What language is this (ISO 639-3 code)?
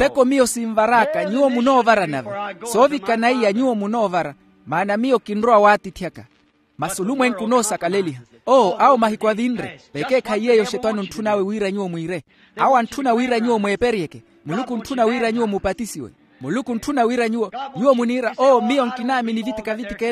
vmw